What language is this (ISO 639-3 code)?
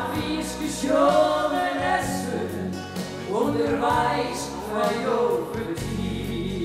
fry